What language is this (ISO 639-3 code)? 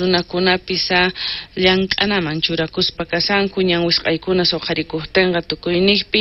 quh